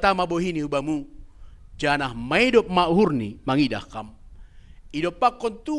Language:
Batak Simalungun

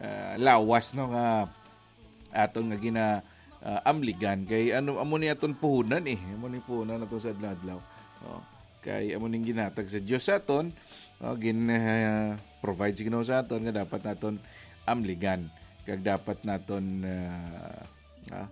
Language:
Hiligaynon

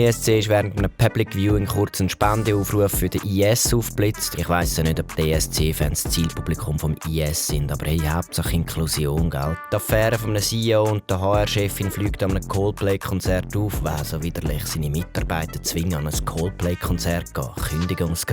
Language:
Swiss German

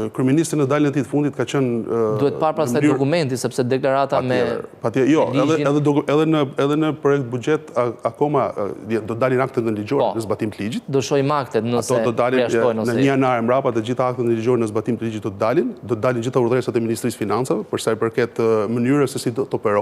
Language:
Albanian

